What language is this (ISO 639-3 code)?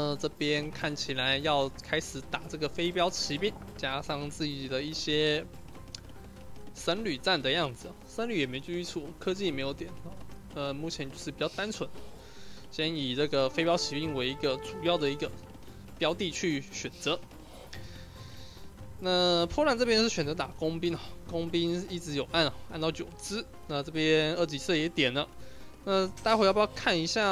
zho